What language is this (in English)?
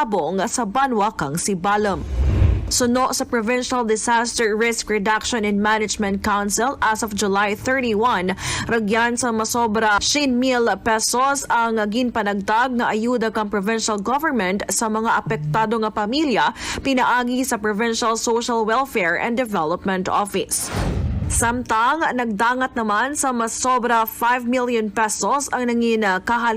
Kinaray-a